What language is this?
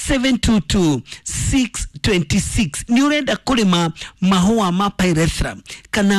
Kikuyu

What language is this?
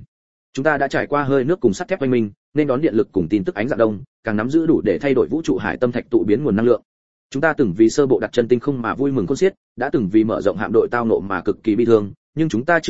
Vietnamese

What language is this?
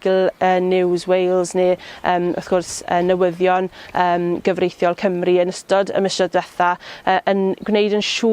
Welsh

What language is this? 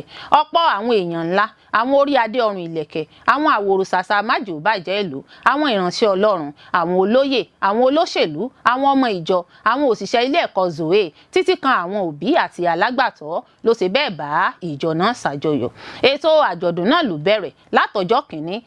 Yoruba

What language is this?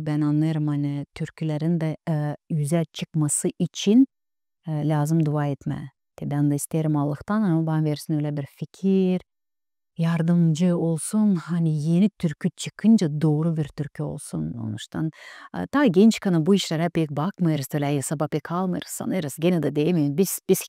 Gagauz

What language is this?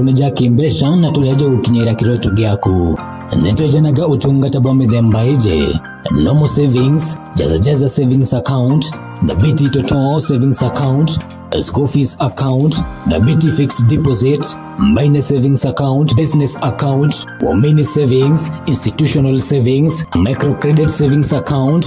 Meru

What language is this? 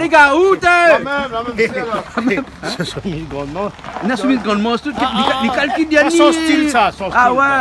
Réunion Creole French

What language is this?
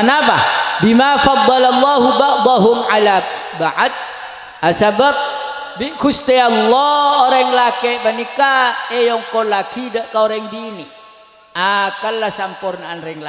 Madurese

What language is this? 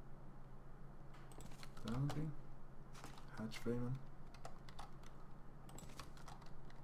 Swedish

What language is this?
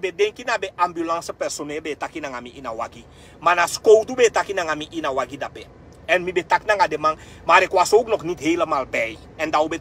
Sranan Tongo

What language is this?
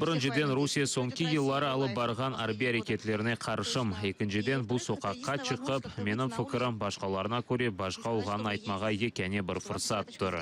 Crimean Tatar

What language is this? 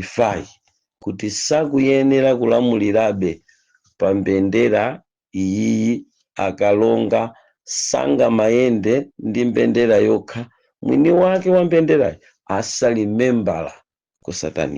Nyanja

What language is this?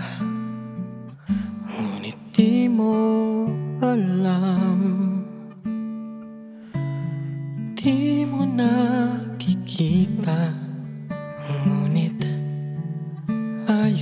Filipino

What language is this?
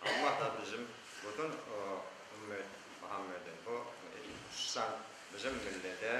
Crimean Tatar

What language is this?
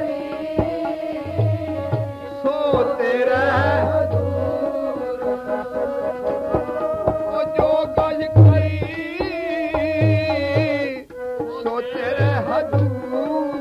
Punjabi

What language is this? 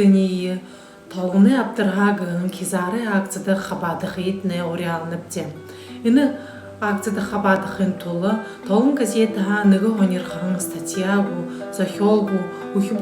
Buriat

